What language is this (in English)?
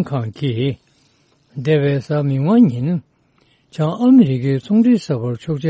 Tibetan